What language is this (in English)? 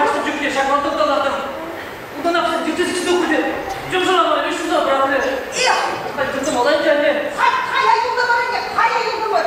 Chuvash